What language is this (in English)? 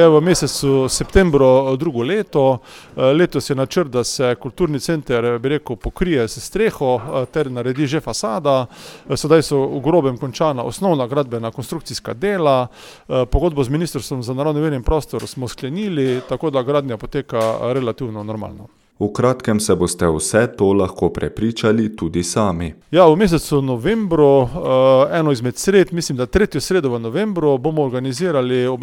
Slovenian